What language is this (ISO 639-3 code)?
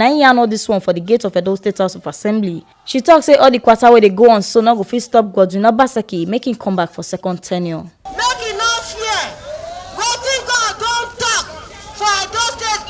pcm